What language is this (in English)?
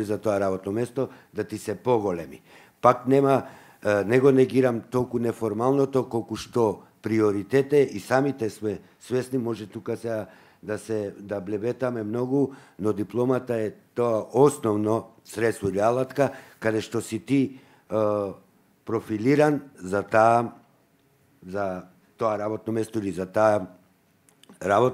Macedonian